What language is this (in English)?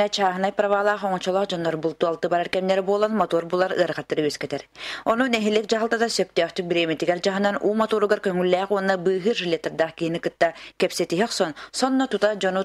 Yakut